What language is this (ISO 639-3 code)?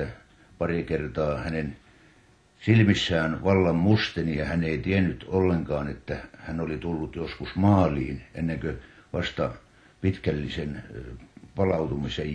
fin